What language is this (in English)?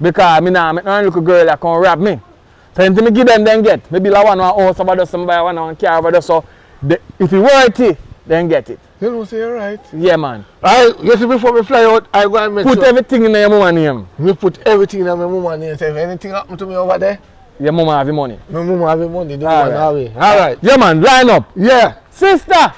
Jamaican Creole English